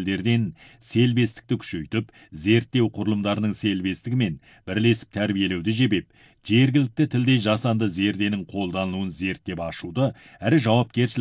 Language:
Kazakh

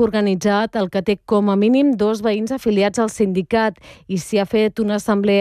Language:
Catalan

